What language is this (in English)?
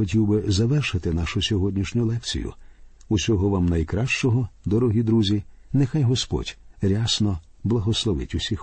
Ukrainian